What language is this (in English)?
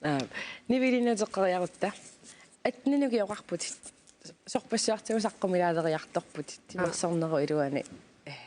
Kalaallisut